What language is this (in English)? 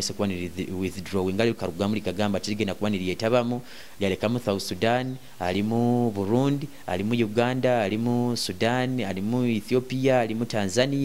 Nyoro